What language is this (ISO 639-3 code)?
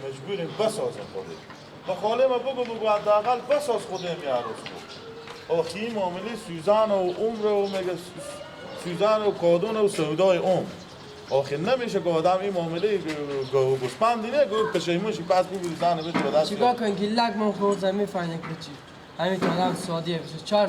fas